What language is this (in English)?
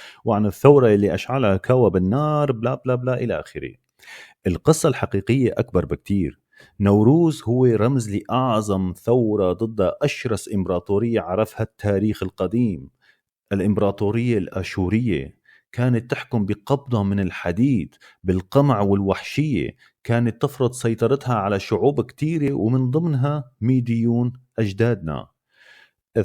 North Levantine Arabic